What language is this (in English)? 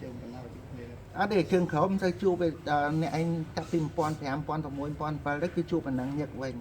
Khmer